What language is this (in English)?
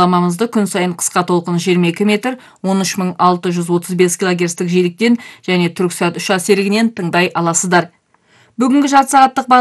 Kazakh